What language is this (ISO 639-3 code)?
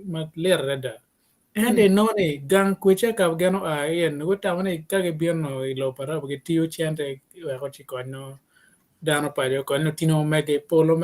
ach